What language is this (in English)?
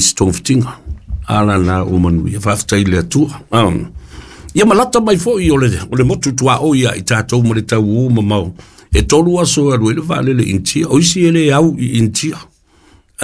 Samoan